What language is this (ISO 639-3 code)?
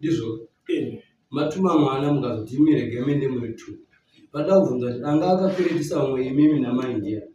sna